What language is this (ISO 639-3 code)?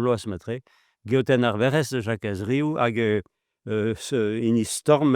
bre